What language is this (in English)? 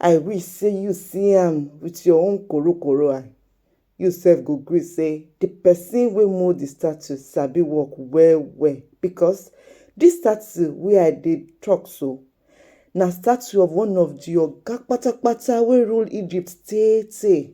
Nigerian Pidgin